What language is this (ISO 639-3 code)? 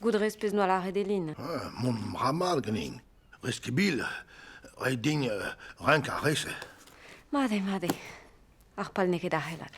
bre